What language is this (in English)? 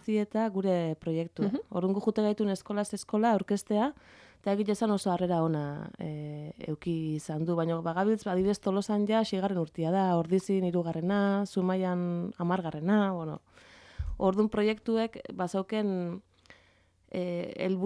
Basque